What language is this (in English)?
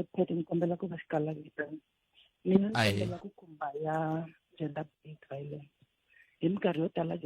Tsonga